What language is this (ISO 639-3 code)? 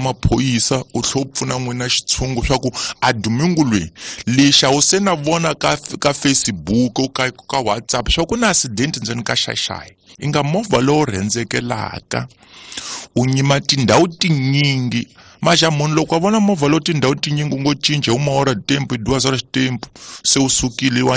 tso